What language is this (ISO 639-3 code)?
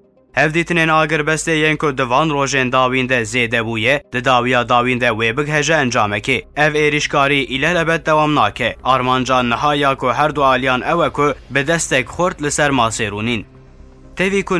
kur